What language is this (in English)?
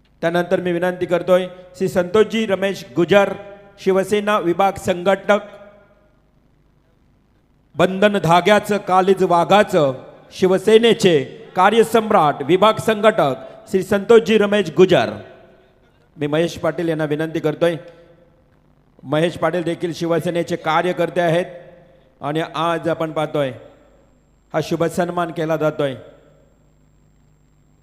Marathi